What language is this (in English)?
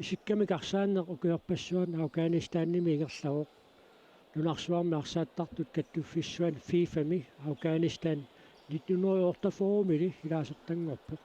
Kalaallisut